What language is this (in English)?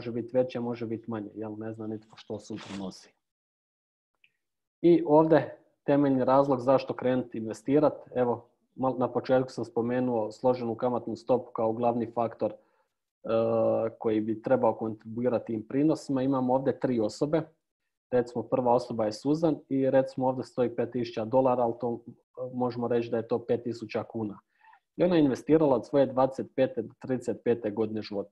Croatian